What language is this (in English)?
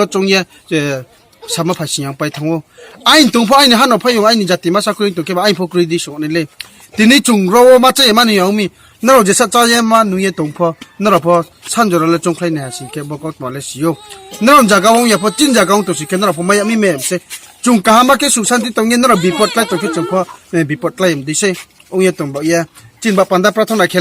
Riang (India)